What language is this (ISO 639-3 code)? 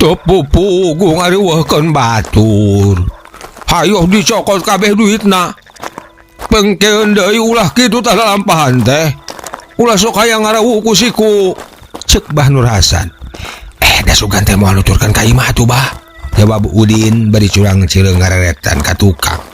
sun